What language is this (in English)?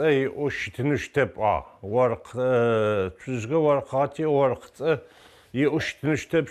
Adyghe